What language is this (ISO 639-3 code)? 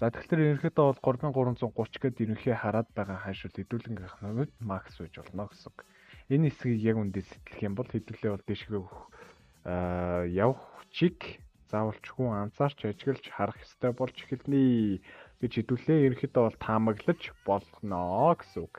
mon